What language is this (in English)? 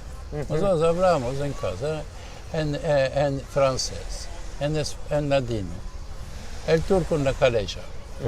Ladino